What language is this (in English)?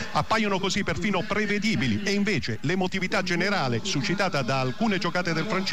Italian